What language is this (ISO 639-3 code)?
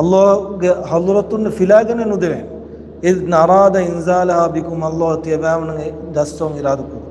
div